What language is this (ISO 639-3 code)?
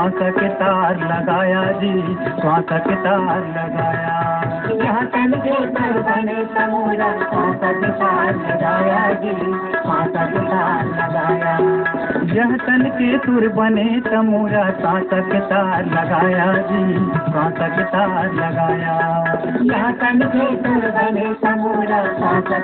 hne